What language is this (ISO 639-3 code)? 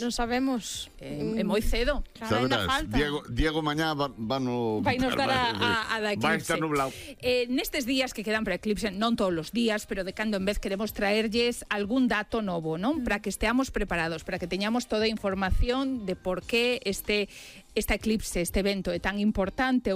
glg